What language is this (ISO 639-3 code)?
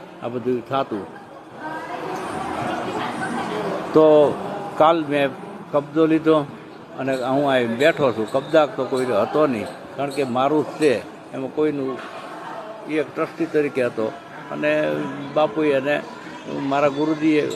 guj